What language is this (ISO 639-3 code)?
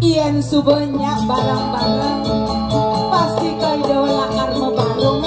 ban